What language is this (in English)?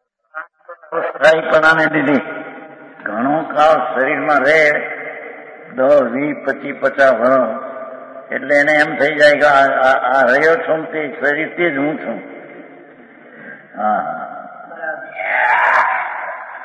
Gujarati